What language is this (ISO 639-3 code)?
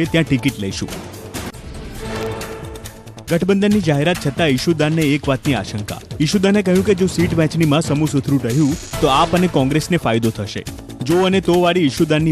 guj